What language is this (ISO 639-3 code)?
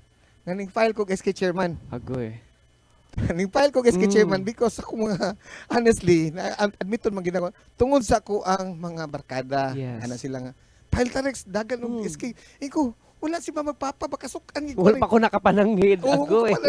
ceb